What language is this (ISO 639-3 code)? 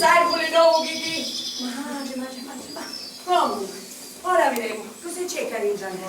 scn